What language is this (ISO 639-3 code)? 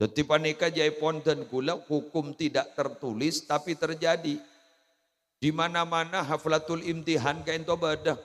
mad